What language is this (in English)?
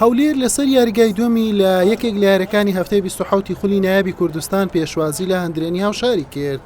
Central Kurdish